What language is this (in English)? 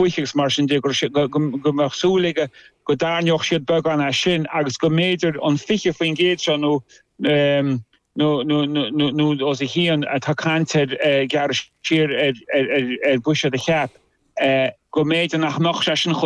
Irish